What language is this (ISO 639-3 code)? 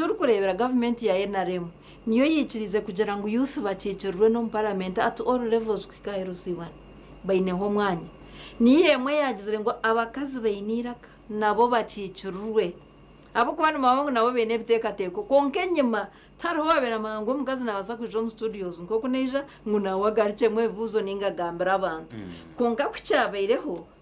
nyn